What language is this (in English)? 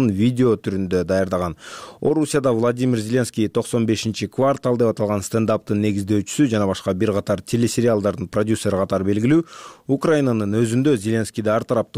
Kyrgyz